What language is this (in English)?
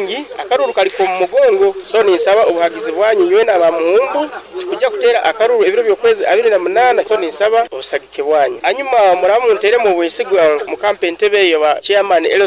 Nyoro